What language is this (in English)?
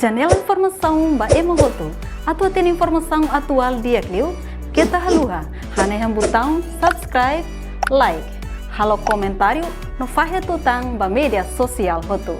Tetum